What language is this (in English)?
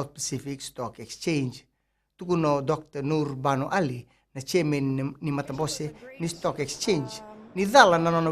Fijian